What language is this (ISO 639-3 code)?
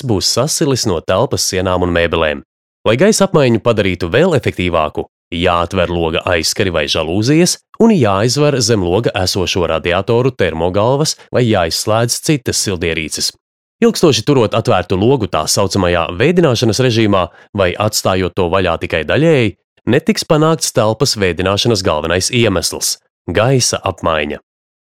lav